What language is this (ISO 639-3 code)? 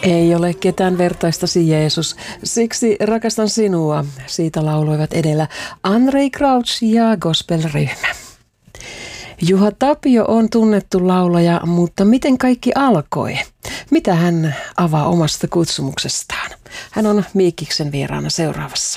fin